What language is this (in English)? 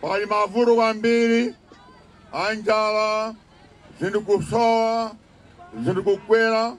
Nyanja